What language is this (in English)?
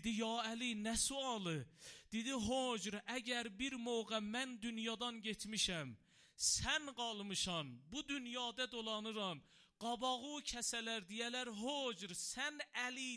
Azerbaijani